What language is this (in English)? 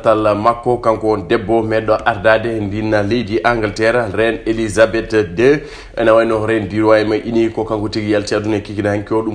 Fula